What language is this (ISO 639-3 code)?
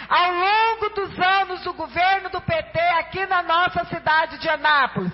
por